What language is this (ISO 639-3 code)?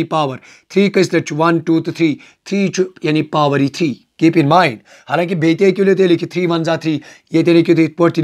kas